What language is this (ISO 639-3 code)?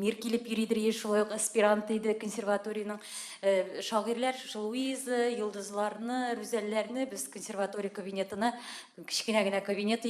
tat